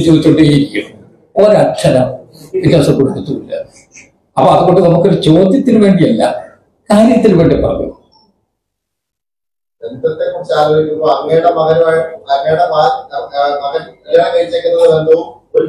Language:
Malayalam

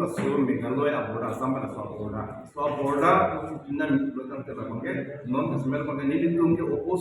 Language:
Karbi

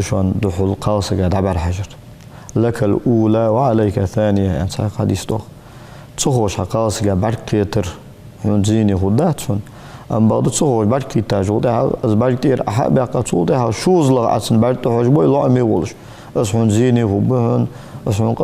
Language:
Ingush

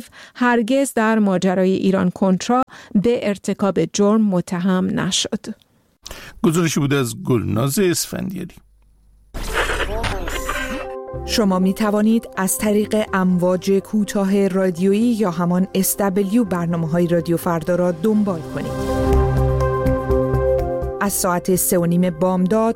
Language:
Persian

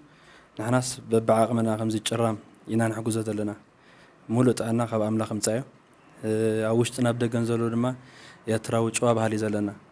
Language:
Tigrinya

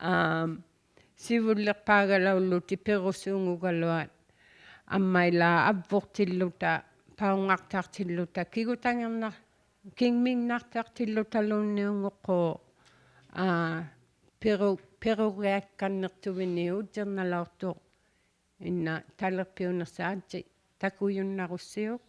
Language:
Inuktitut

